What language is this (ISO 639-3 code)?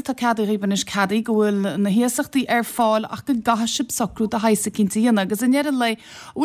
gle